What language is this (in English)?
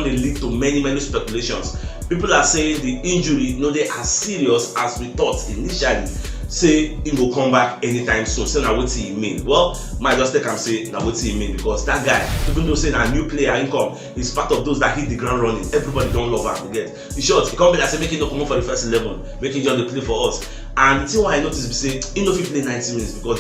Nigerian Pidgin